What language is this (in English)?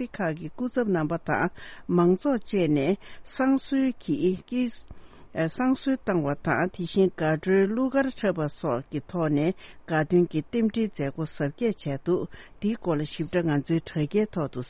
Tibetan